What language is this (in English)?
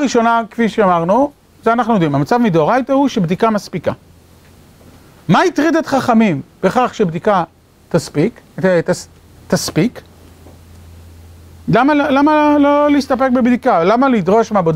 Hebrew